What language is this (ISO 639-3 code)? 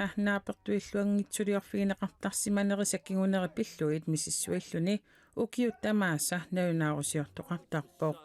kal